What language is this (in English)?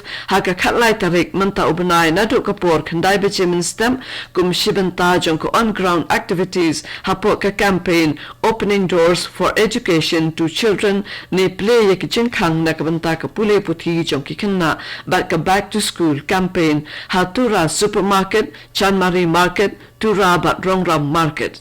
Khasi